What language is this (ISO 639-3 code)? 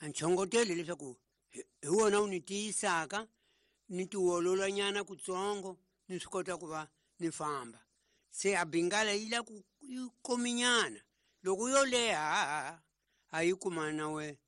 tso